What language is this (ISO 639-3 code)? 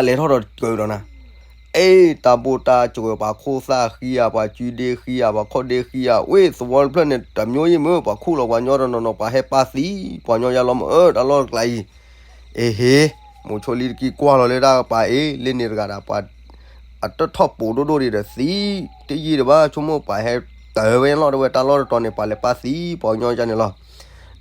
ksw